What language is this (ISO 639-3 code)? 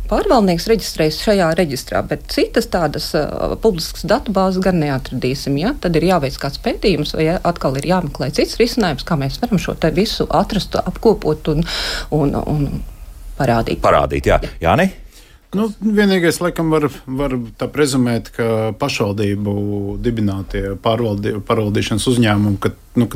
lav